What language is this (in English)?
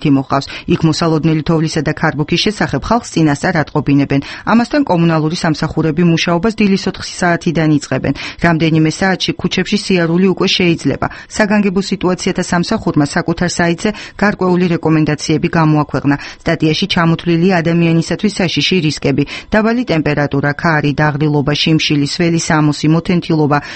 Georgian